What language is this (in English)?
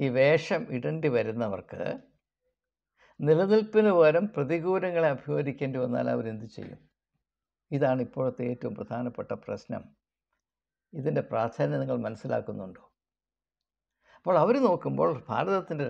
Malayalam